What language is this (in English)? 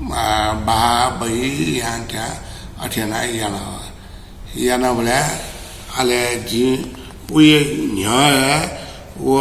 Newari